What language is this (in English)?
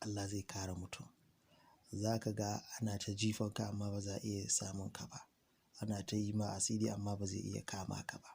Hausa